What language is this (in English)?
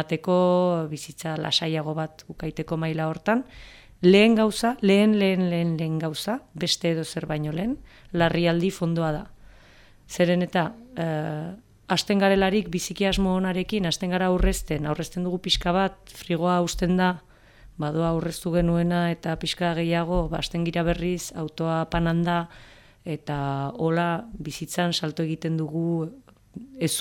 Basque